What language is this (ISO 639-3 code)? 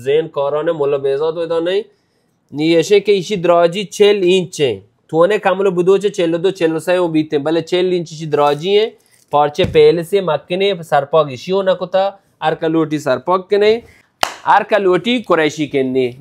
bal